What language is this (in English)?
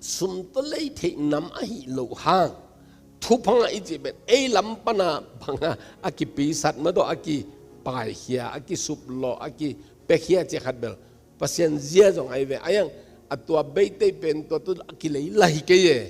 Tedim Chin